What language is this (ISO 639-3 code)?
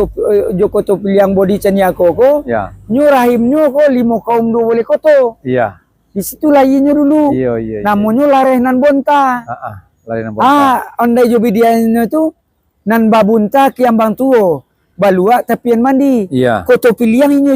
min